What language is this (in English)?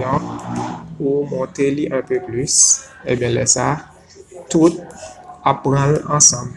Haitian Creole